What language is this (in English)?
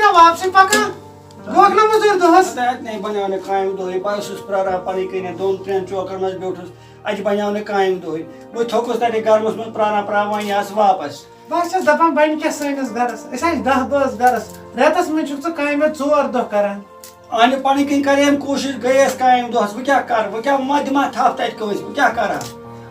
Kashmiri